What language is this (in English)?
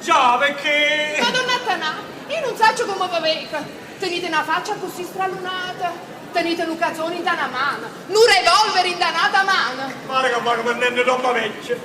Neapolitan